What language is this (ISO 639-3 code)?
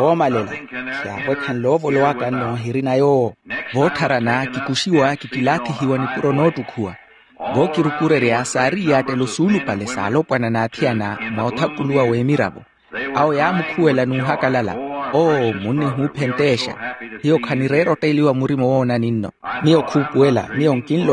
vmw